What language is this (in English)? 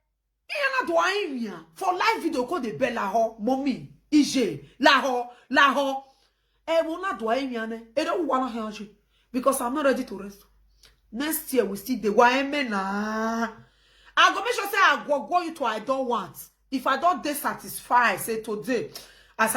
Nigerian Pidgin